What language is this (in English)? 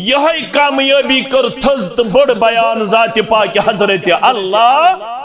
Kashmiri